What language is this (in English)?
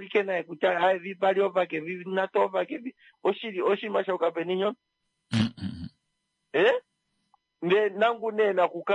Kuanyama